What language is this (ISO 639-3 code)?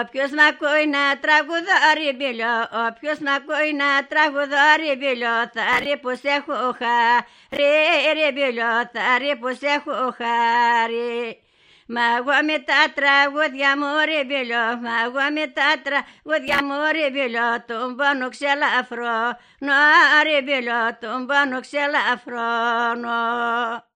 ell